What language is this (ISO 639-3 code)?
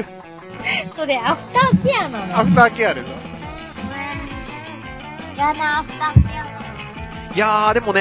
jpn